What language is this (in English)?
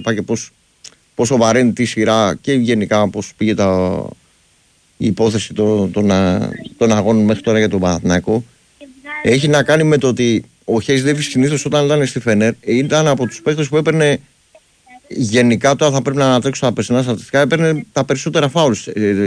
Greek